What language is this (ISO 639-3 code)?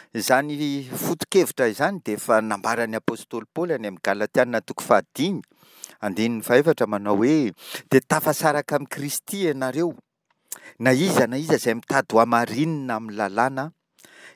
mlg